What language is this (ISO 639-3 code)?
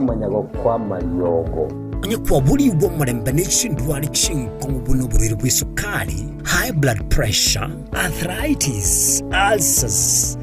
guz